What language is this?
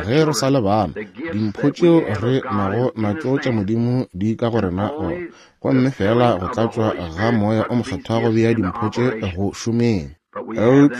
Northern Sotho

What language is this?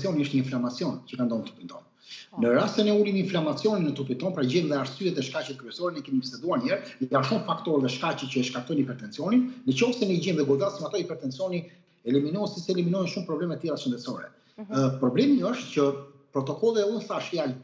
Albanian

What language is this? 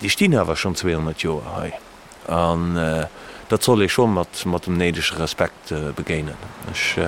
Luxembourgish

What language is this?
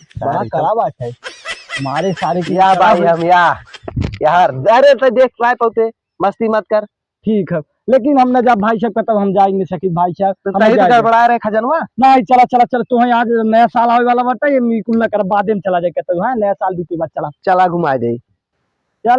Awadhi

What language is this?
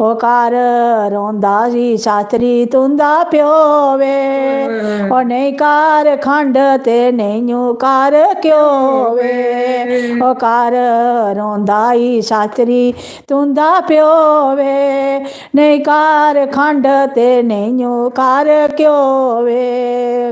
Dogri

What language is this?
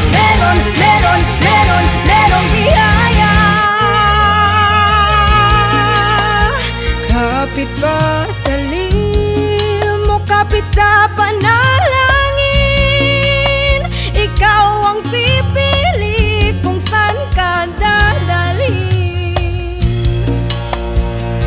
Filipino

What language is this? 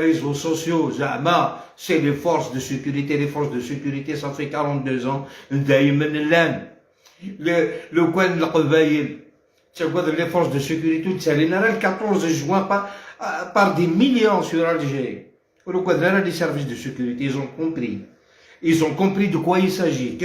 Algerian Arabic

